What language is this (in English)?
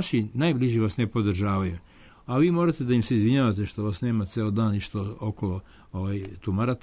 Serbian